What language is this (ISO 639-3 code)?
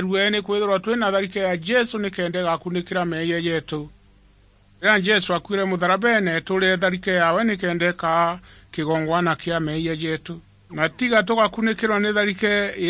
mer